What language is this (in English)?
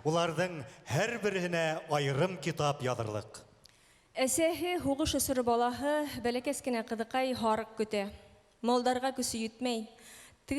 Bashkir